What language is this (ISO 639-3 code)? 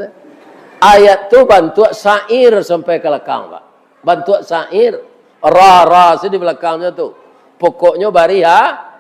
min